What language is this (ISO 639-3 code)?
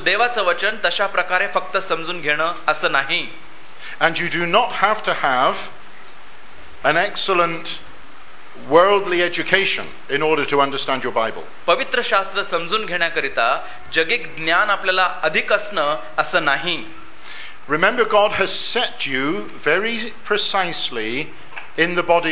mar